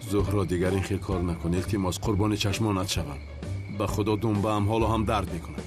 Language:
Tajik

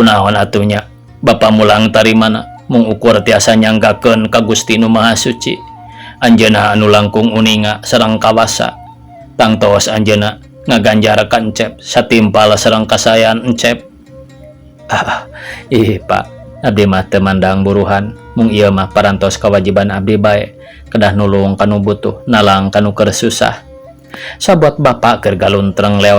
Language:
Sundanese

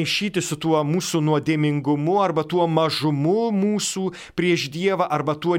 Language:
Lithuanian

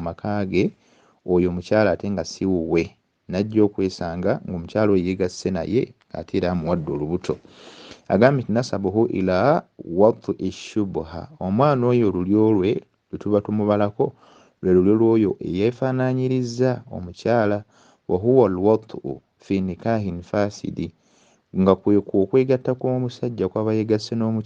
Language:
Ganda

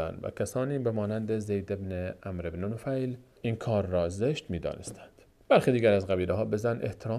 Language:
Persian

